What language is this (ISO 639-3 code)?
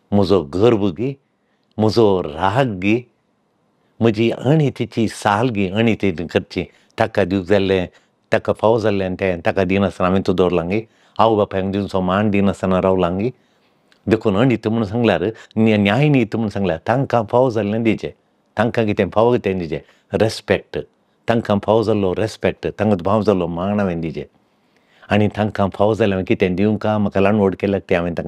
kok